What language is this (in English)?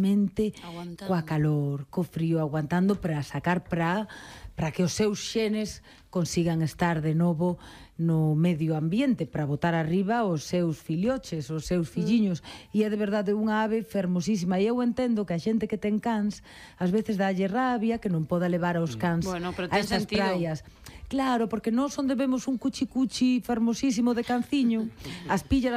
Galician